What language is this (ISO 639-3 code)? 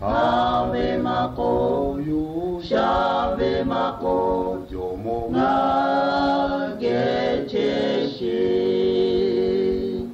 lhu